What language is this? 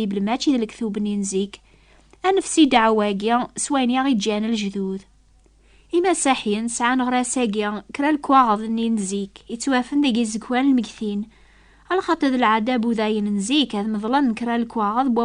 Kabyle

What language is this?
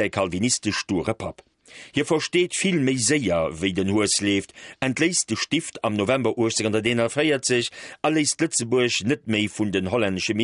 Luxembourgish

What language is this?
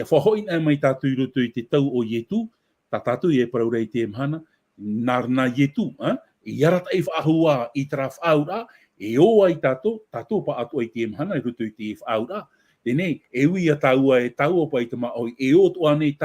Tahitian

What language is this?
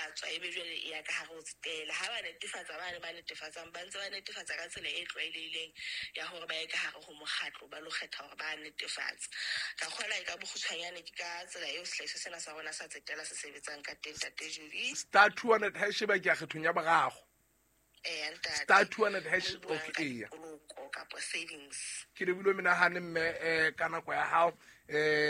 Southern Sotho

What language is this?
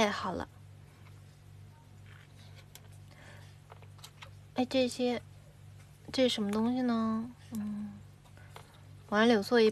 Chinese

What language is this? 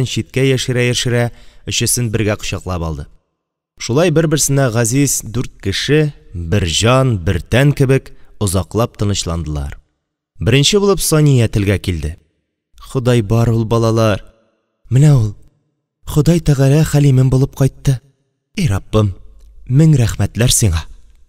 Tatar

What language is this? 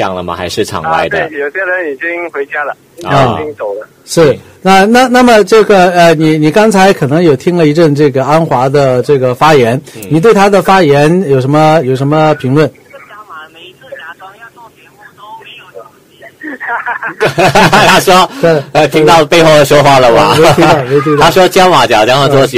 Chinese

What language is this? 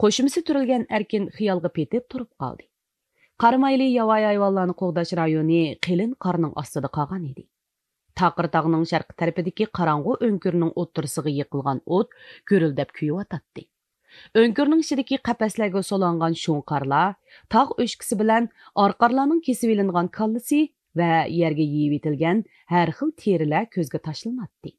Uyghur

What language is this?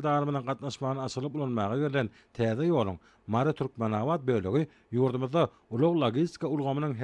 Turkmen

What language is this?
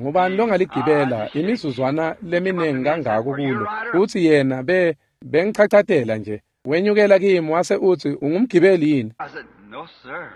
Swati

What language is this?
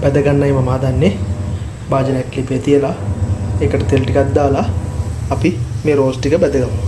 Sinhala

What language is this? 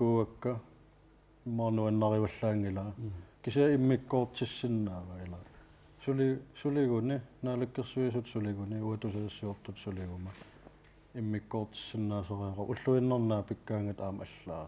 Kalaallisut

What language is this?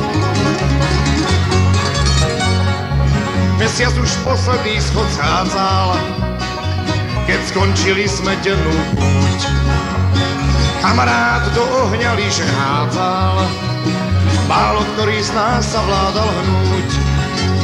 Slovak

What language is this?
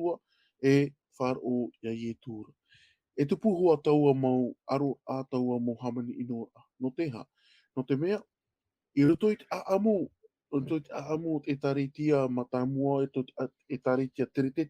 Tahitian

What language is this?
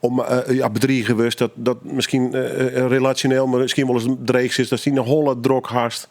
Western Frisian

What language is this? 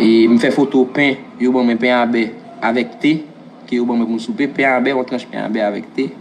Haitian Creole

